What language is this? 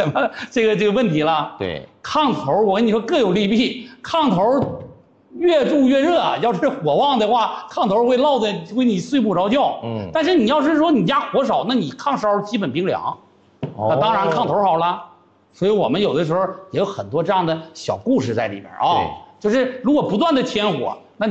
Chinese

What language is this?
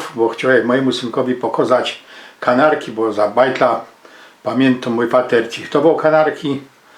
Silesian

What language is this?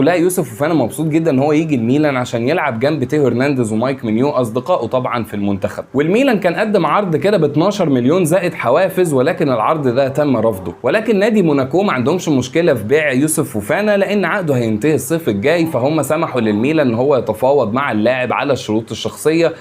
Egyptian Arabic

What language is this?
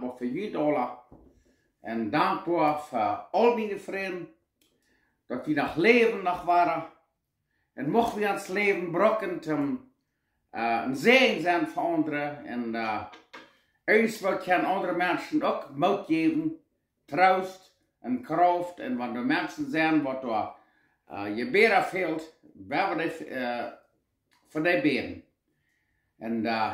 Plautdietsch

